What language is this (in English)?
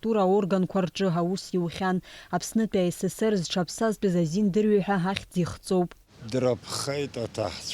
Abkhazian